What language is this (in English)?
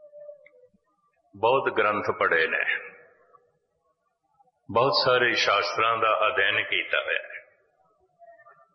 Punjabi